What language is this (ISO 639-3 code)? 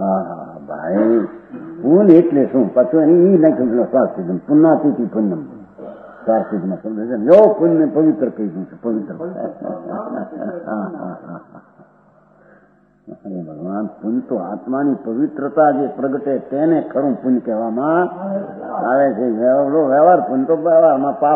guj